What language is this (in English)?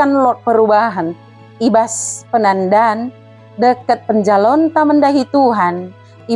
Batak Dairi